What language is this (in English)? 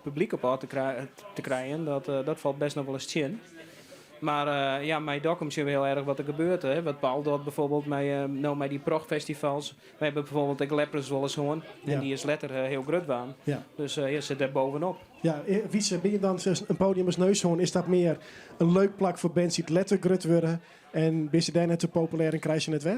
Western Frisian